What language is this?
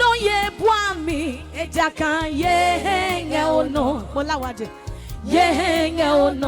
Adangme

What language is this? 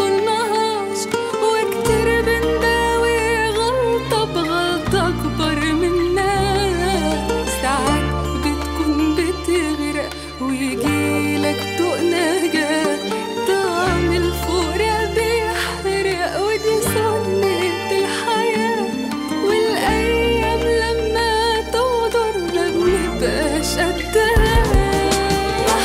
Egyptian Arabic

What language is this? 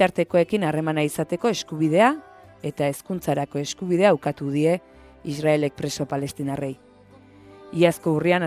Basque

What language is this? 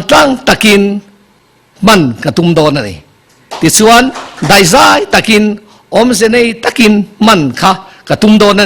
Mizo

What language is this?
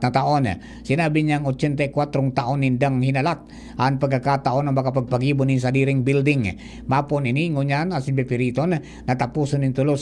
Bikol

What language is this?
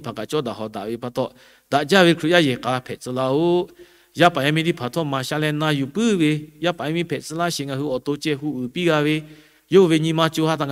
Lahu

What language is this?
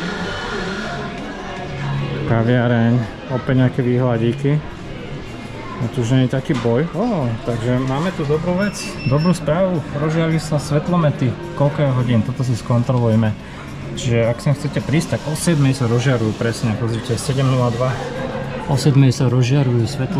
Slovak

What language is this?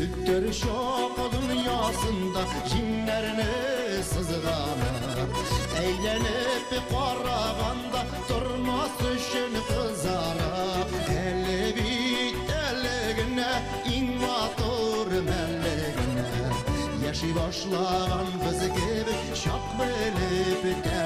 Bashkir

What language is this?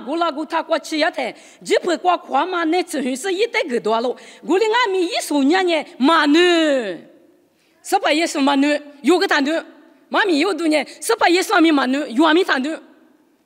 Lisu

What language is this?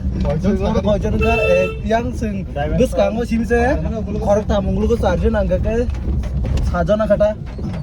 Kok Borok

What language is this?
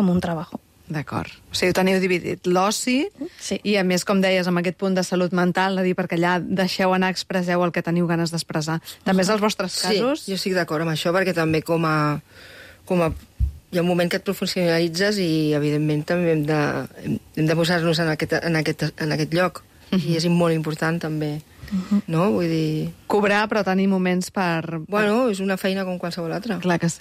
Catalan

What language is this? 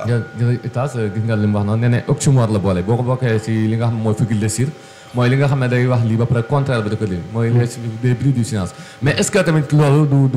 Wolof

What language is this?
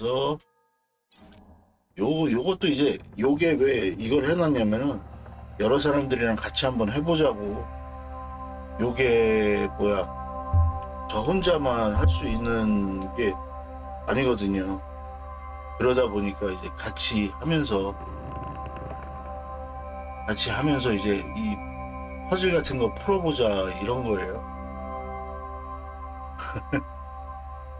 Korean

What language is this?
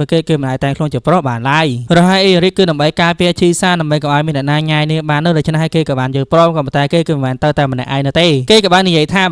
Khmer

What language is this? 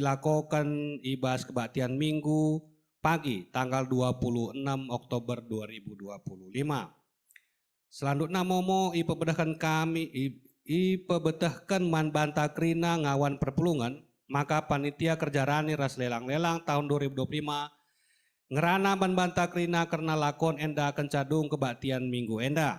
Batak Karo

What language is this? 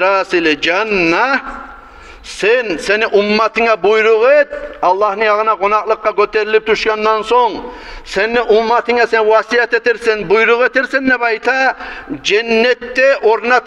Kumyk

